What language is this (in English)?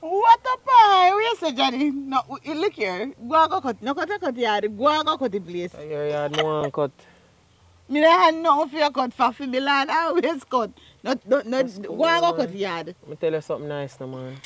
Jamaican Creole English